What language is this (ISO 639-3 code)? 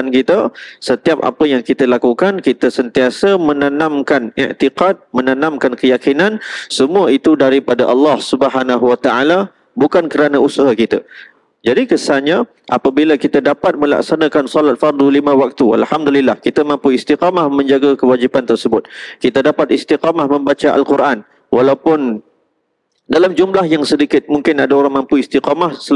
msa